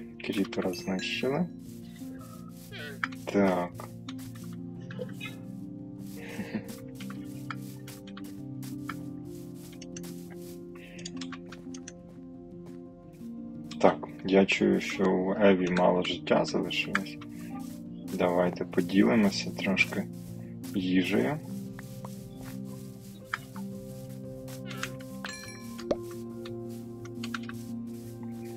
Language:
Ukrainian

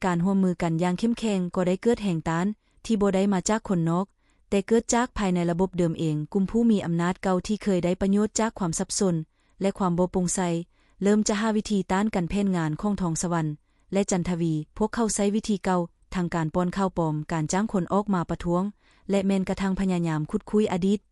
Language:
Lao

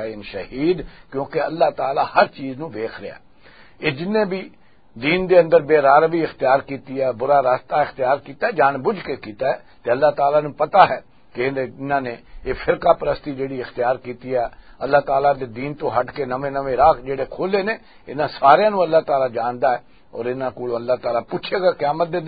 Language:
Western Panjabi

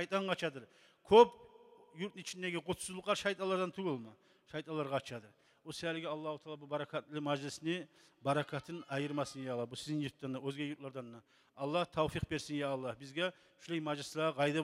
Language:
Kumyk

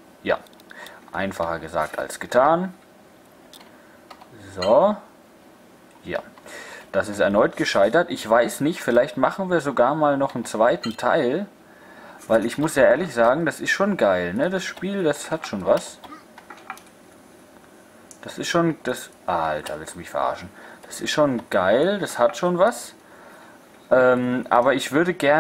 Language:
German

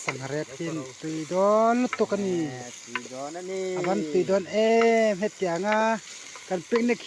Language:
Mizo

